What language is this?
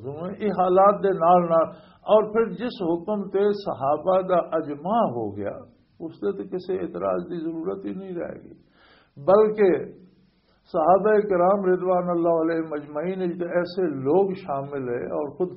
Western Panjabi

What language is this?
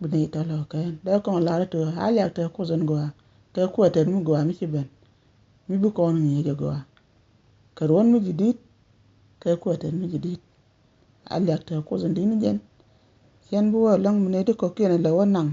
Nuer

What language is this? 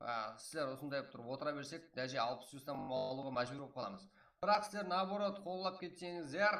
Kara-Kalpak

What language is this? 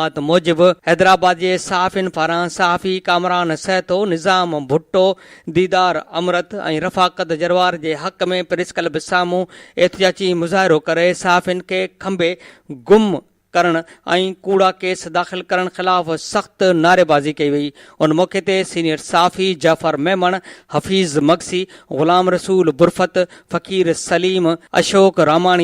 Sindhi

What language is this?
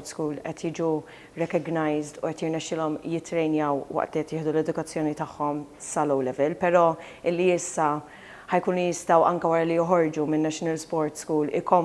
Maltese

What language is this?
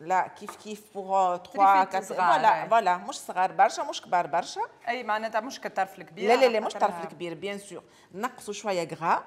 Tunisian Arabic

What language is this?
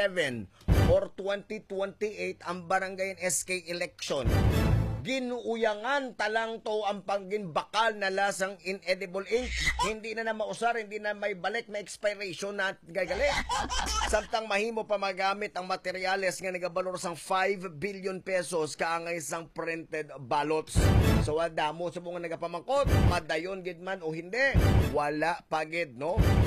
Hiligaynon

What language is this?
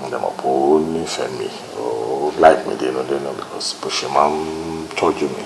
Yoruba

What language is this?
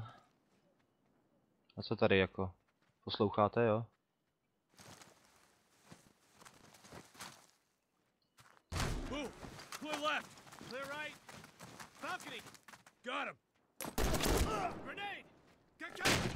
Czech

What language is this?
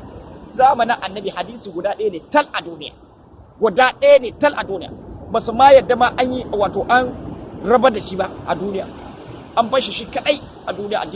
Hausa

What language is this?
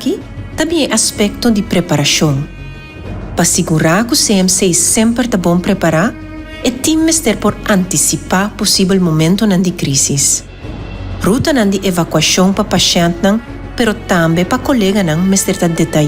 Papiamento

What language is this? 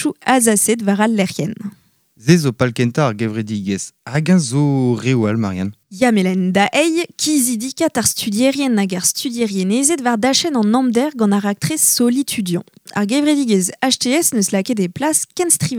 Breton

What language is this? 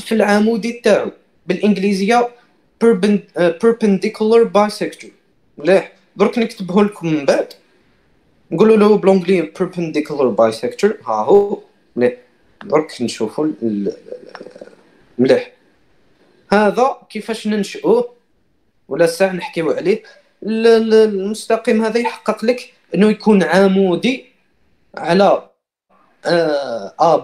Algerian Arabic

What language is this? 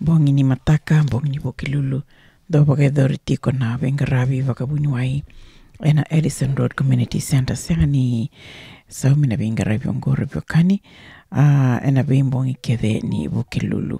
Fijian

